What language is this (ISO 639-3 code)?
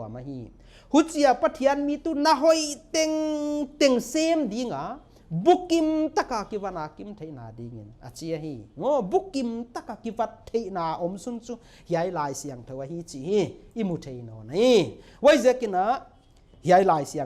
pck